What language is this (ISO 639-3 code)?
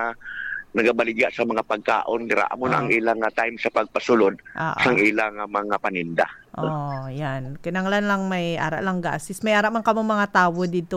hil